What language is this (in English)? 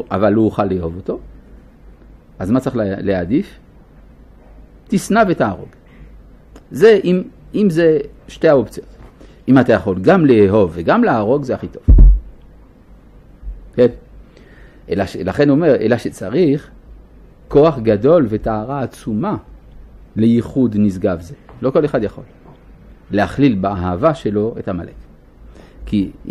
Hebrew